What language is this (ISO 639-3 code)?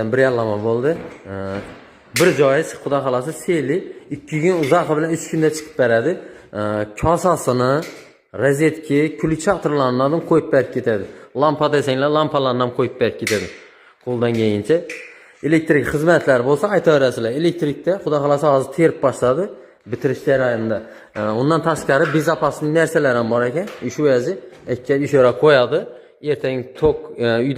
uzb